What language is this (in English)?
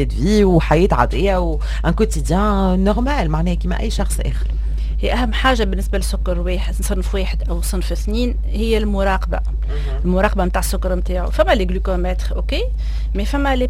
Tunisian Arabic